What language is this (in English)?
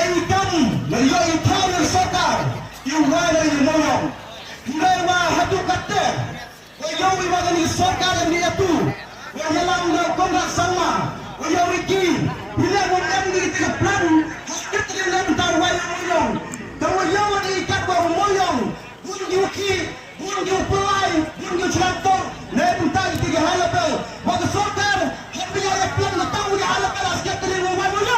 Khasi